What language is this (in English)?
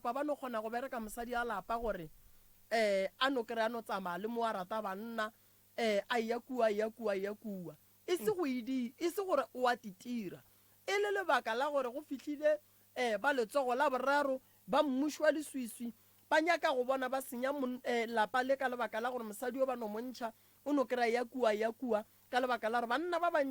Northern Sotho